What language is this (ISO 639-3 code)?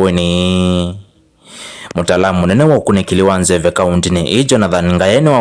kam